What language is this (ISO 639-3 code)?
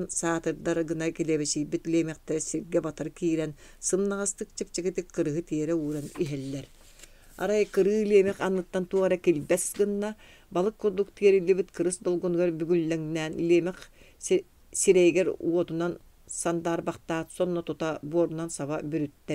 sah